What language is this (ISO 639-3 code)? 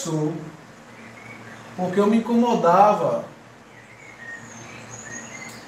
por